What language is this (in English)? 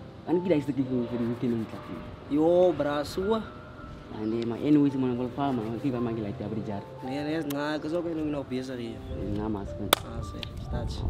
Afrikaans